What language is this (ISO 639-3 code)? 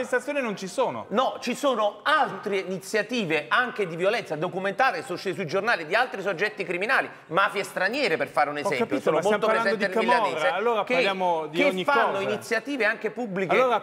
ita